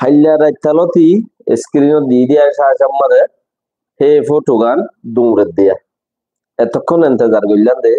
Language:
Rohingya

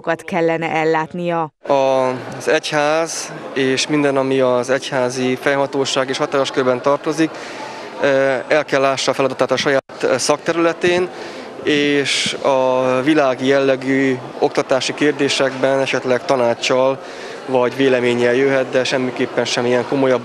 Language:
Hungarian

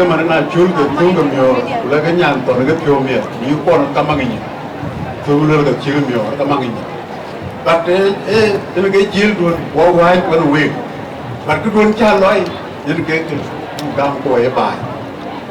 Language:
Dinka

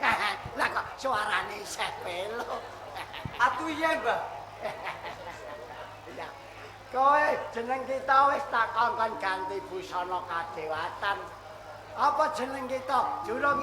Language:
Javanese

